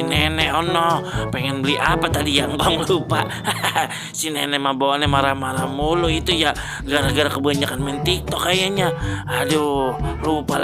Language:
Betawi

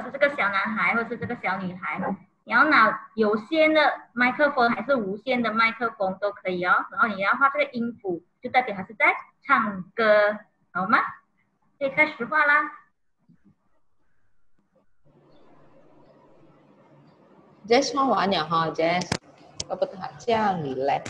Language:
Chinese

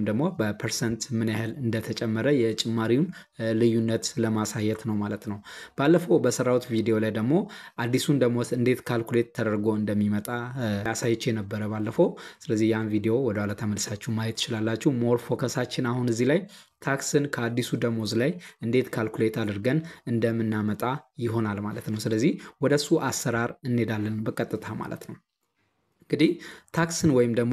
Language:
Amharic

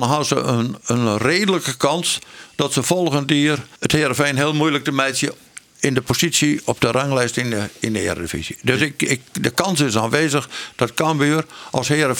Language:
Western Frisian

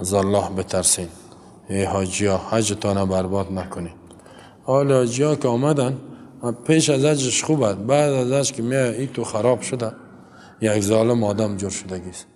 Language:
Persian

